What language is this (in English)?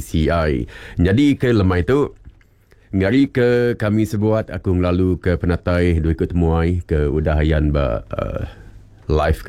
Iban